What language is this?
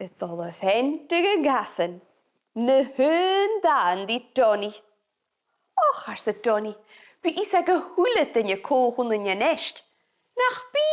Scottish Gaelic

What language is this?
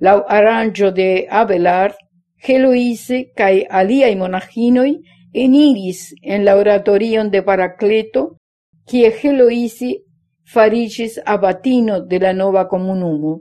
Esperanto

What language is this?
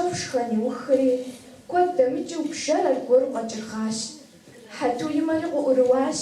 Kabardian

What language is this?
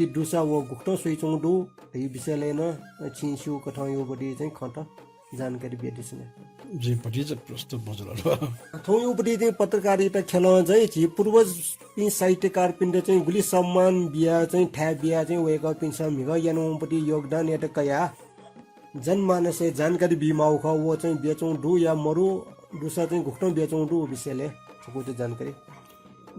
Newari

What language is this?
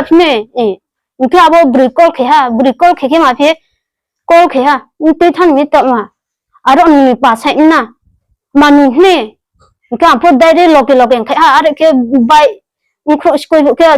Riang (India)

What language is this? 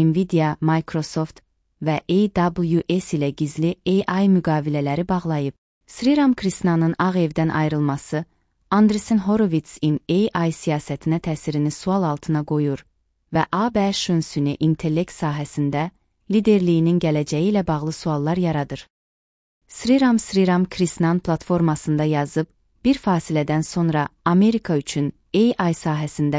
Azerbaijani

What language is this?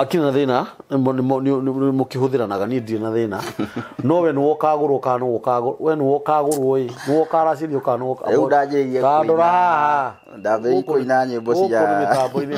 Kikuyu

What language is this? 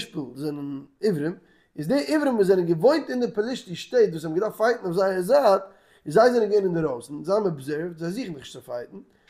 Yiddish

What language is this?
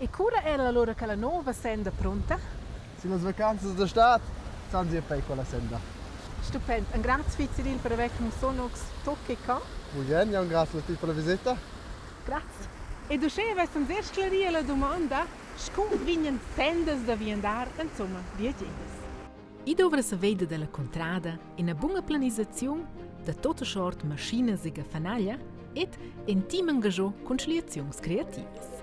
Romansh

